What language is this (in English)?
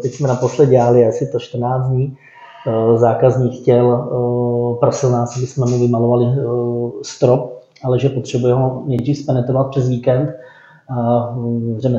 Czech